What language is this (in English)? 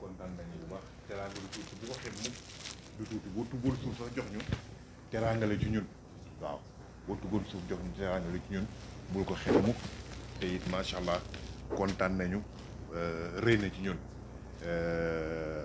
Wolof